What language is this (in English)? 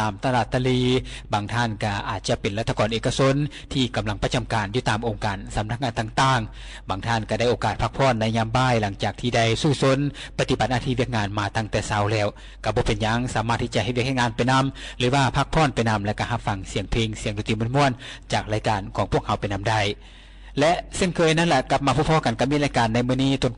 Lao